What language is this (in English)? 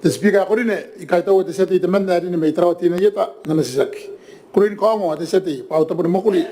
Gilbertese